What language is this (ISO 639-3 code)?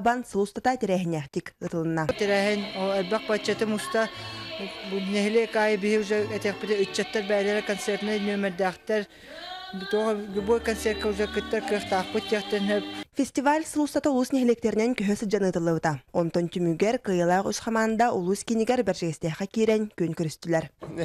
sah